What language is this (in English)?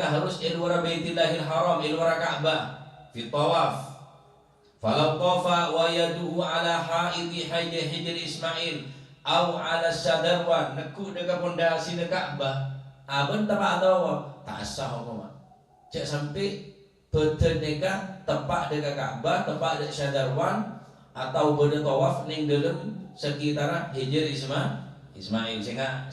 Madurese